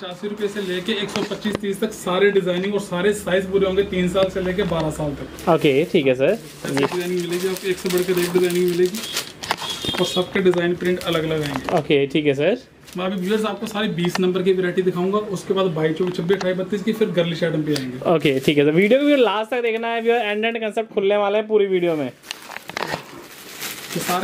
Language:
Hindi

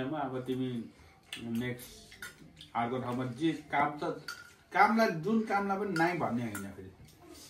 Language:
Nepali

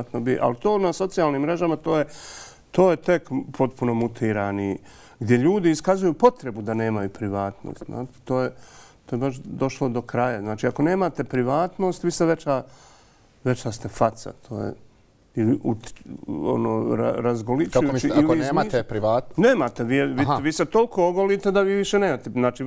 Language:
Bosnian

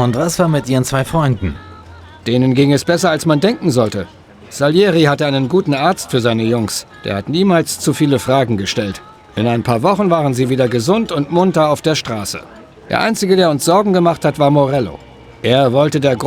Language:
Bavarian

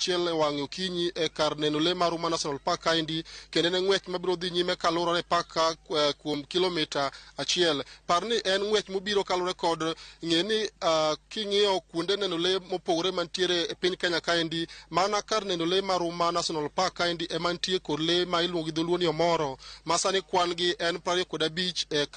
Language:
Luo (Kenya and Tanzania)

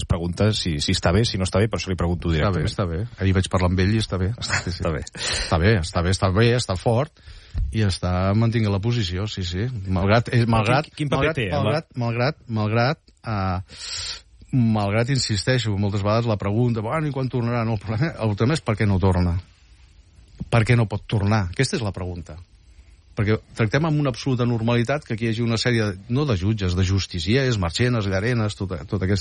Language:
Catalan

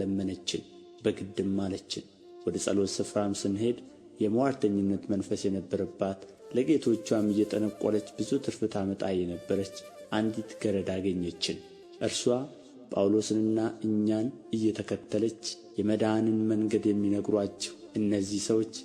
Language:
Amharic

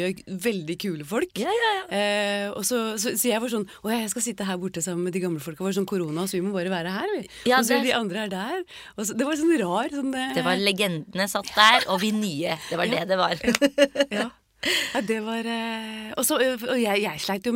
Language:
Norwegian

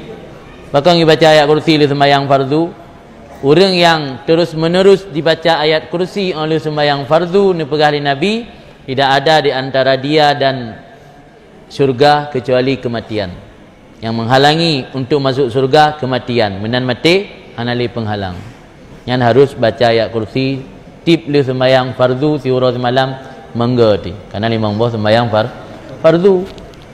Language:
Achinese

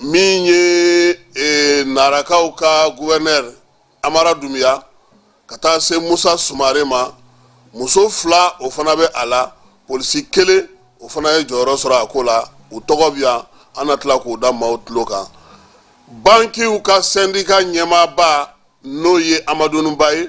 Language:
Bambara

